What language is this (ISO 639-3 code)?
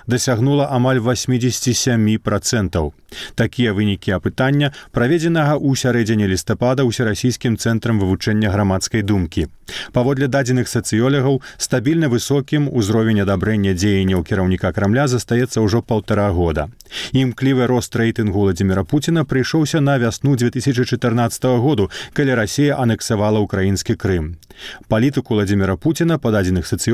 bel